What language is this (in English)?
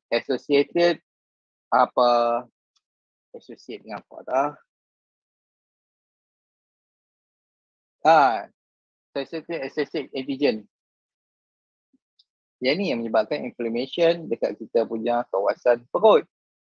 Malay